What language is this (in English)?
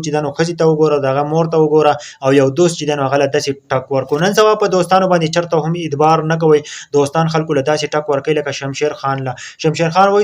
Pashto